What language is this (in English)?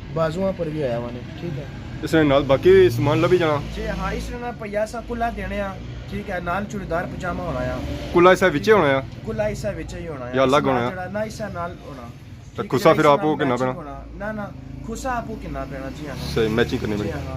Pahari-Potwari